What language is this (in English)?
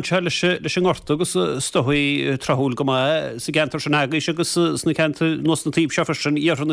Irish